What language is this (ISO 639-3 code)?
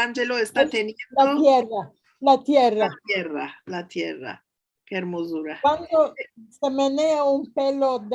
lad